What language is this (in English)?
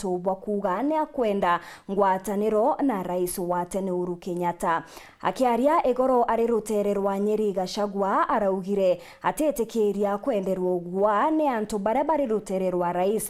Meru